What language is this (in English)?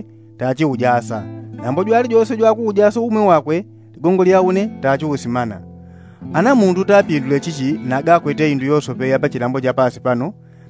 Yao